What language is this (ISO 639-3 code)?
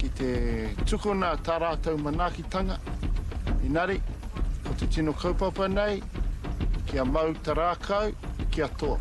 mri